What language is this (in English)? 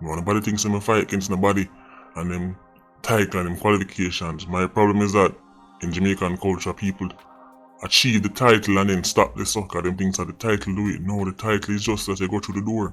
Jamaican Creole English